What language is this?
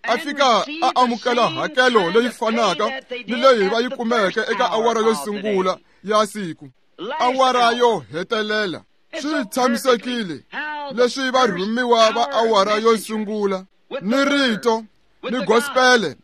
Tsonga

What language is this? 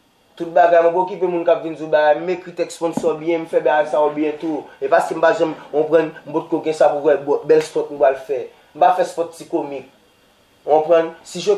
Haitian Creole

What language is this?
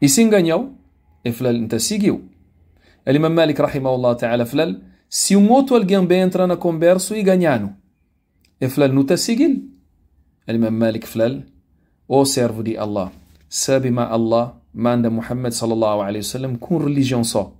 Kabuverdianu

